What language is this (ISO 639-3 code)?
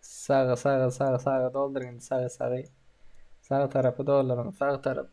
tuk